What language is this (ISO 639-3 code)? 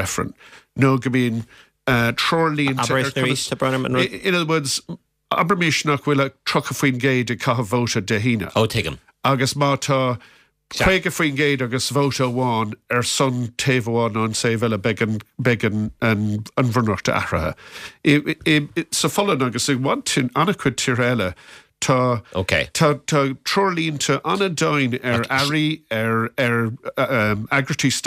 gle